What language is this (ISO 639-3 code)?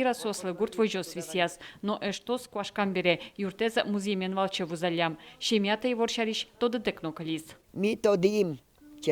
udm